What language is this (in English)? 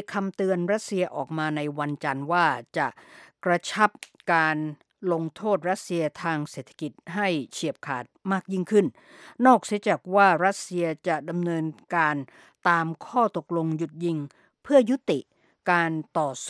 Thai